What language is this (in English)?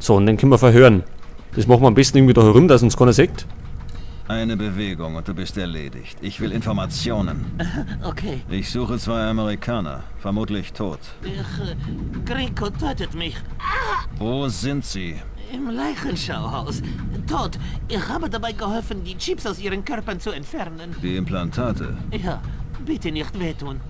Bavarian